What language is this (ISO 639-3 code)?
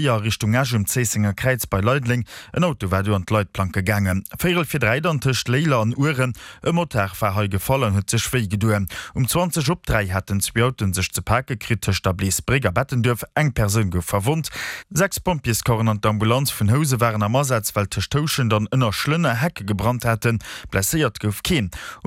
ltz